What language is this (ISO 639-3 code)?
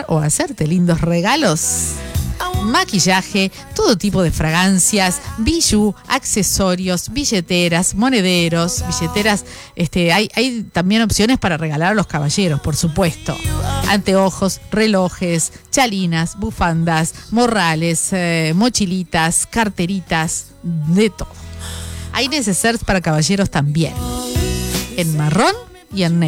spa